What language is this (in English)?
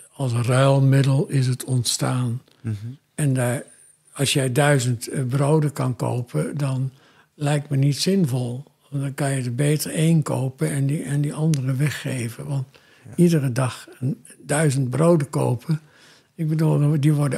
Dutch